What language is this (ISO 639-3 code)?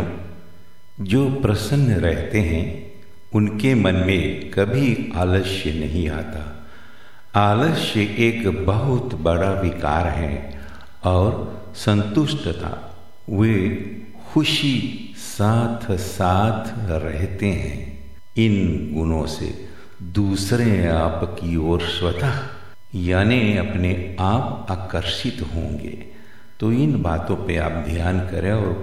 hin